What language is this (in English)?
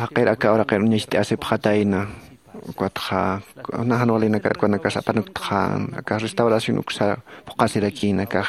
Aymara